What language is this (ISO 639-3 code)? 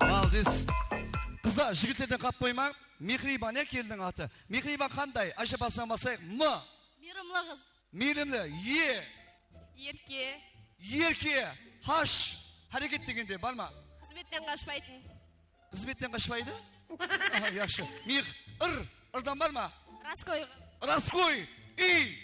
kaa